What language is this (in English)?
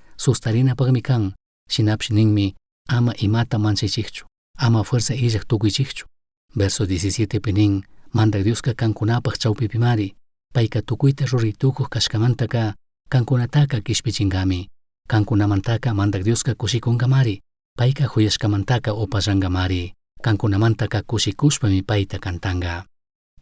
Chimborazo Highland Quichua